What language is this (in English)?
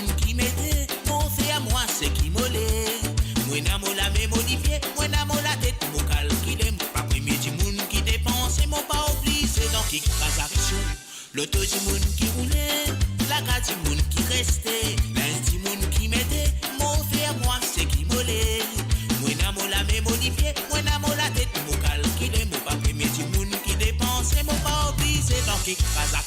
Morisyen